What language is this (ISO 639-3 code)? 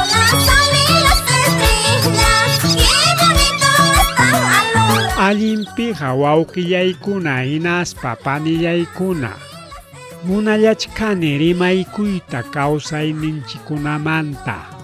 quy